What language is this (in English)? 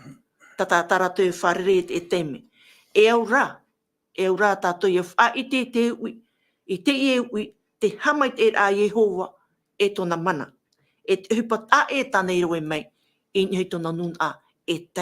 Tahitian